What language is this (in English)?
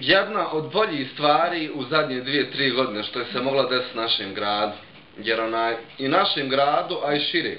Bosnian